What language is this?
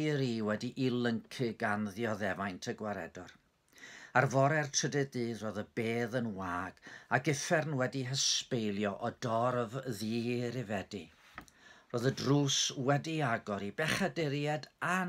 Welsh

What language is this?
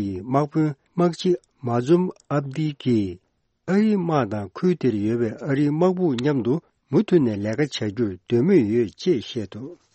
Tibetan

